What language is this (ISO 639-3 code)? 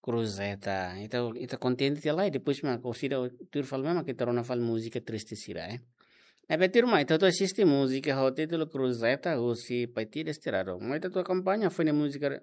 tet